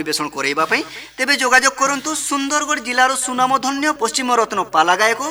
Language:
Odia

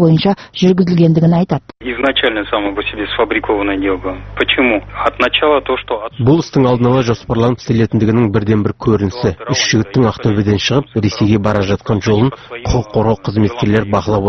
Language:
Kazakh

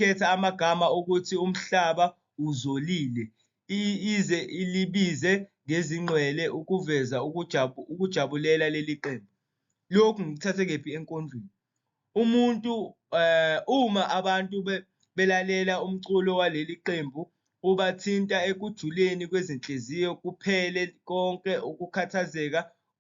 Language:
Zulu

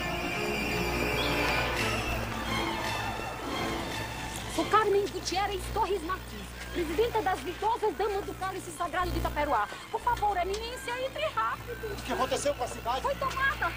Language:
Portuguese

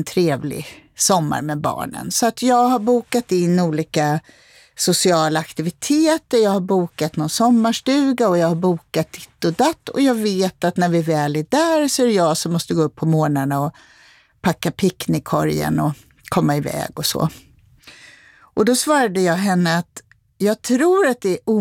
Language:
Swedish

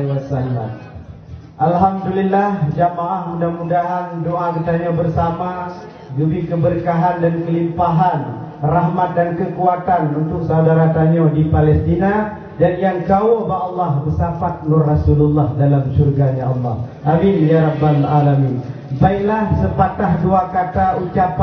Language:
Achinese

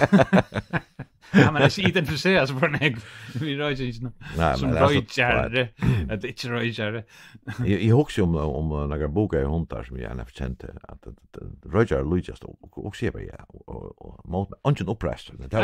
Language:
Faroese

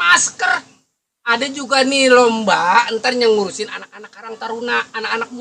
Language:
Betawi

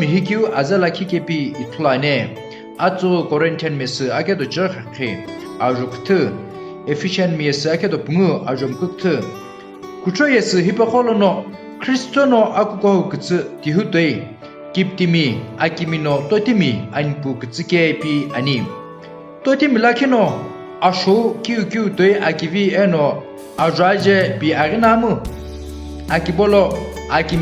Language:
Sumi Naga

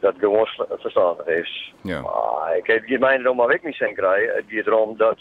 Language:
Western Frisian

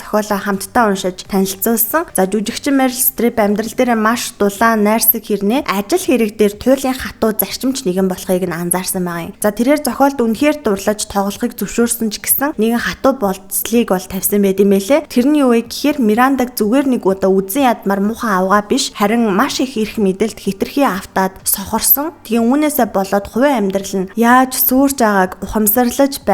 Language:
Mongolian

